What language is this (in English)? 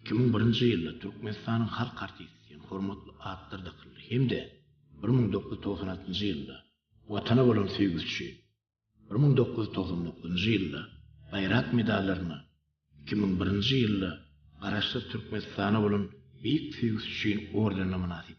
Turkmen